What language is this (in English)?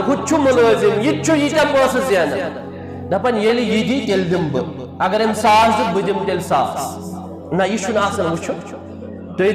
Kashmiri